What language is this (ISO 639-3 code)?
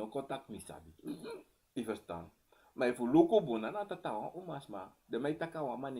srn